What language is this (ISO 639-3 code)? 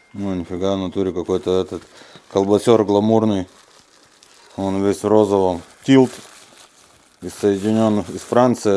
rus